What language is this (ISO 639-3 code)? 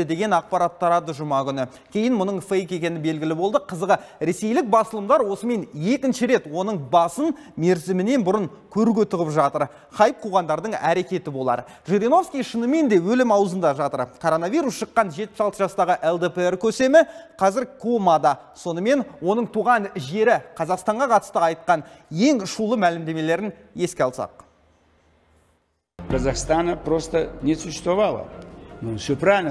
kaz